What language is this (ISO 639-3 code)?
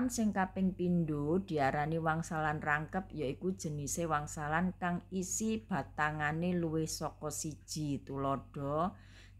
jav